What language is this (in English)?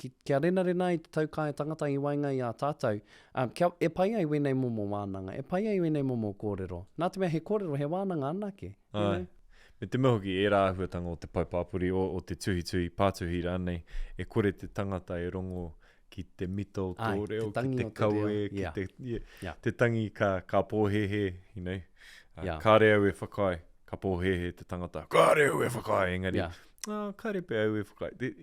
Māori